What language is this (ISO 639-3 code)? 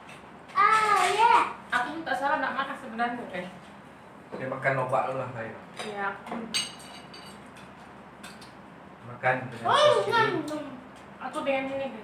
msa